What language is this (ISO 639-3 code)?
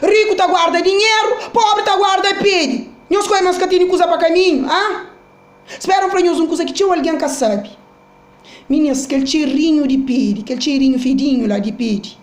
kea